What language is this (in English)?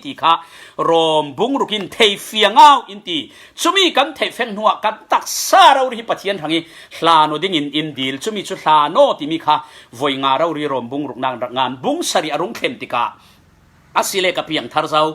Falam Chin